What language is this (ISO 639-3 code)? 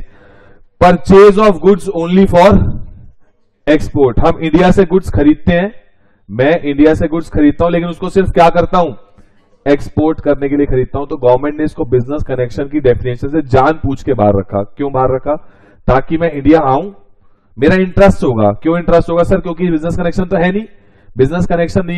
hin